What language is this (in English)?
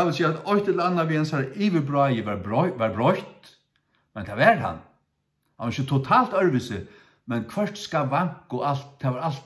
Faroese